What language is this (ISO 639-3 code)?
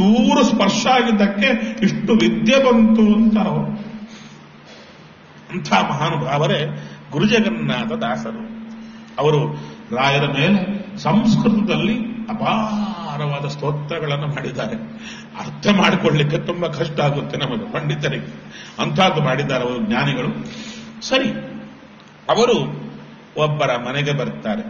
kan